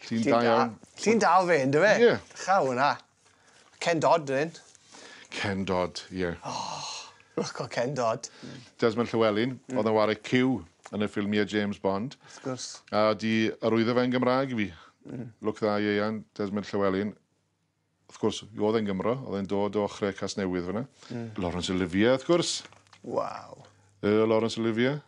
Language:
Welsh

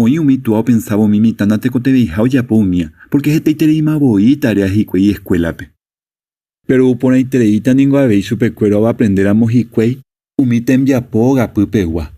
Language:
Guarani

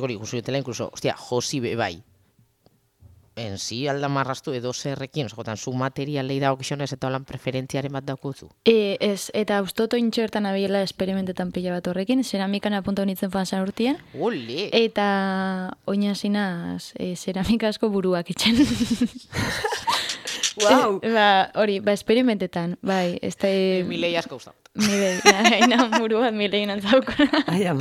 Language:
Basque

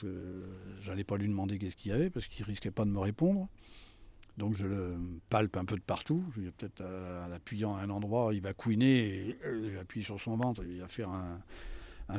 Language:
French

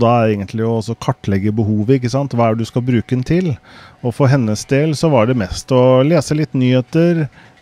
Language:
Norwegian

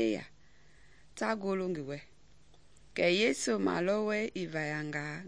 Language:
Mende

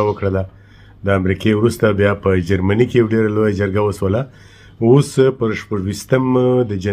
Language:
Pashto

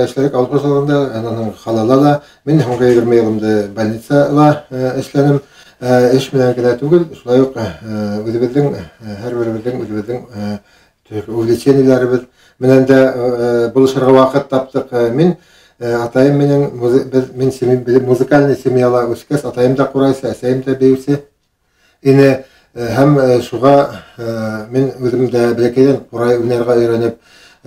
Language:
Bashkir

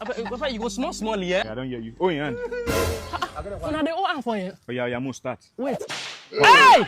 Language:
Nigerian Pidgin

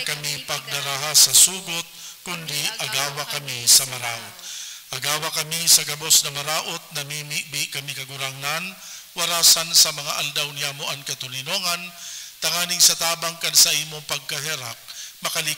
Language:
Bikol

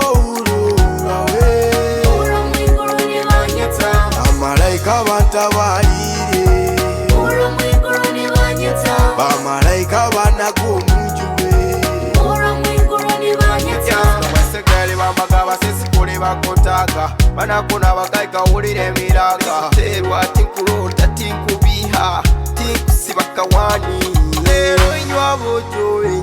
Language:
Nyoro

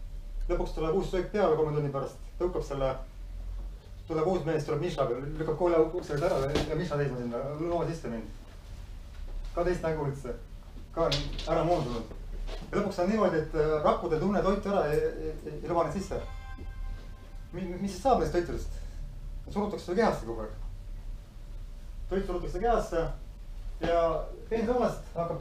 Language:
Estonian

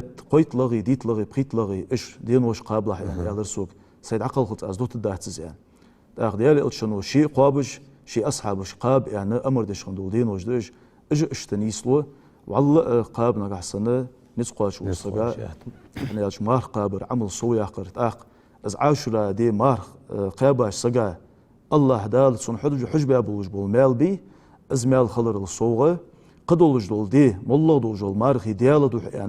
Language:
Ingush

